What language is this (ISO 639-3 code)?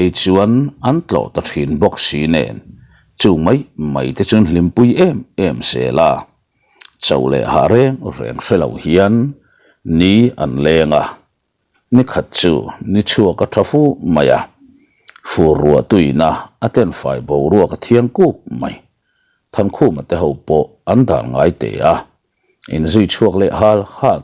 lus